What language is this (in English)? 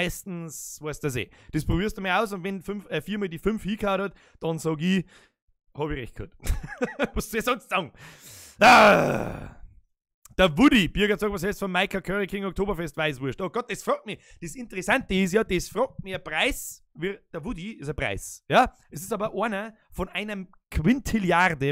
Bavarian